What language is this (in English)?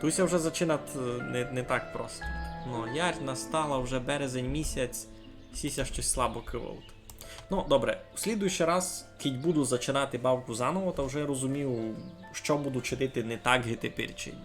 Rusyn